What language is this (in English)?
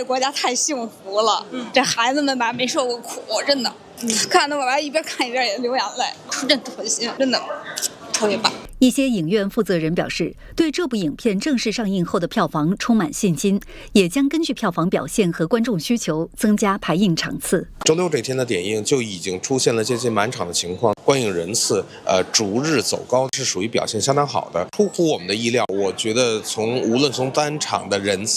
Chinese